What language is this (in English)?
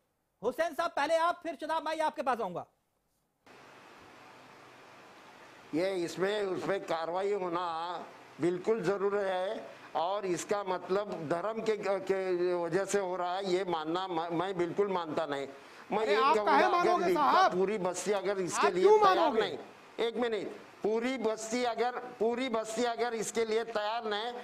Hindi